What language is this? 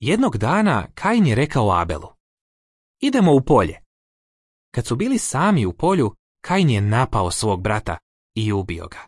Serbian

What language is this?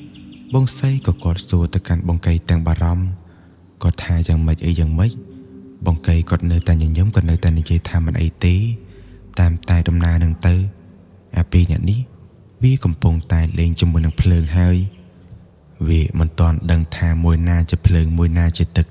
Khmer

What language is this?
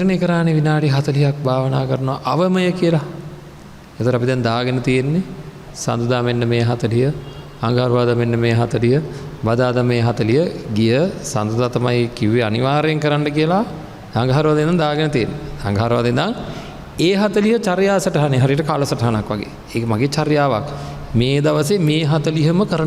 Sinhala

